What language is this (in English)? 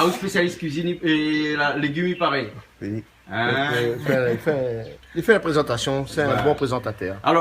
Réunion Creole French